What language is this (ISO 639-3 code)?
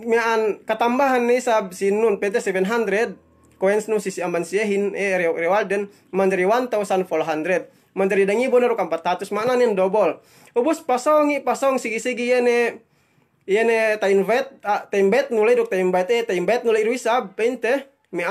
yka